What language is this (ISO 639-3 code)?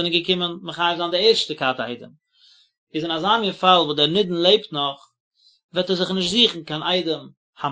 yid